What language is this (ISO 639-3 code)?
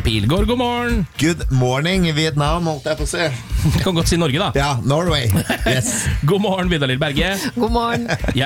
nor